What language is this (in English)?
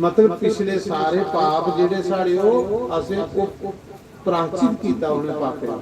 Dogri